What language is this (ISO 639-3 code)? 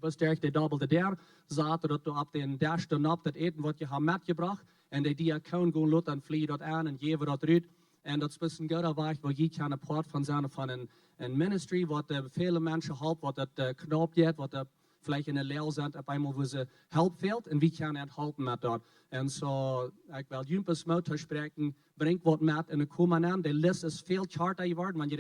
pdt